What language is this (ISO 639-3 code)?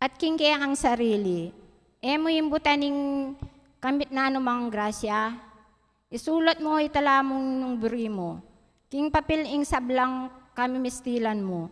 pam